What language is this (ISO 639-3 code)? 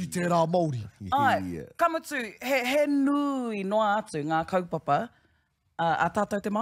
mri